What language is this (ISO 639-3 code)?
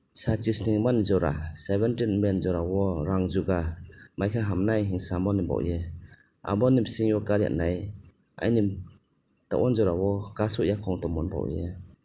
ria